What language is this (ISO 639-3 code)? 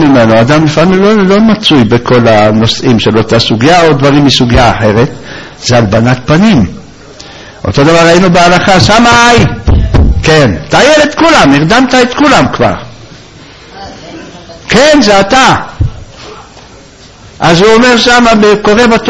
heb